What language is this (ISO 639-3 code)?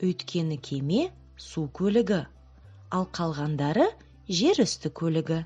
kaz